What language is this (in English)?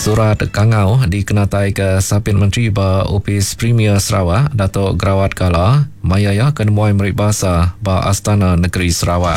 Iban